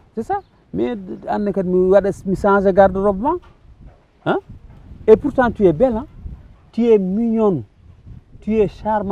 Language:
Fula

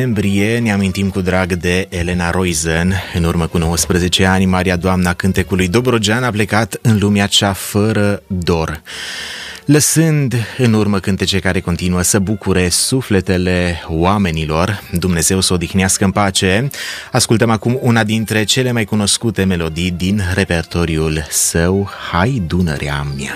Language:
Romanian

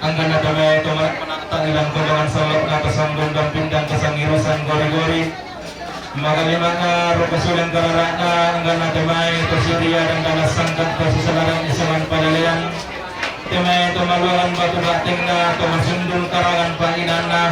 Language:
Toraja-Sa'dan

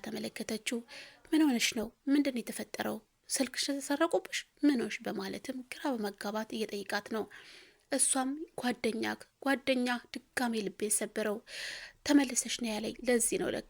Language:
Amharic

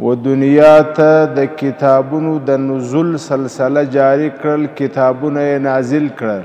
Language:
Pashto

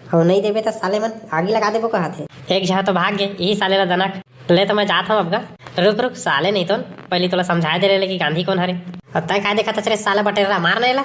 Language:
Chhattisgarhi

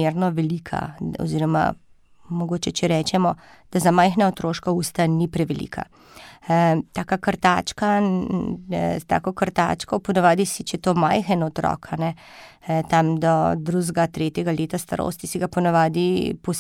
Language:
Slovenian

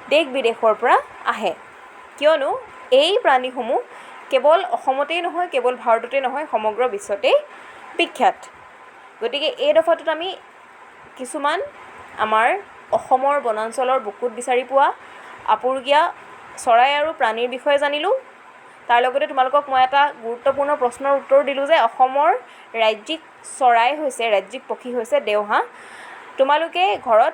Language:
Assamese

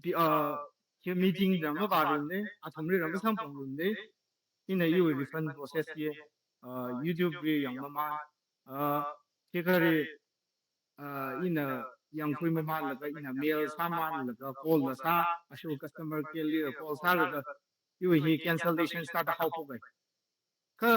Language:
Tangkhul Naga (India)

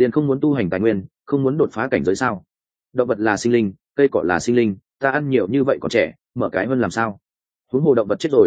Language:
Vietnamese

